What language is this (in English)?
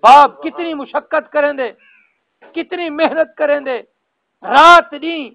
Saraiki